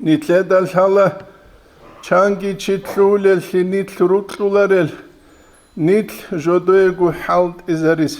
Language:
Avaric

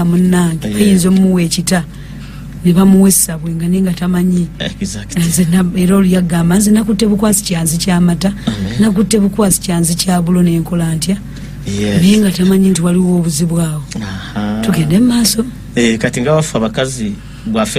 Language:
Ganda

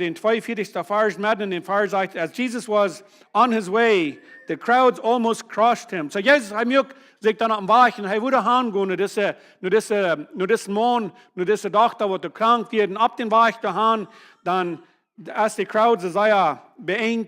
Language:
Plautdietsch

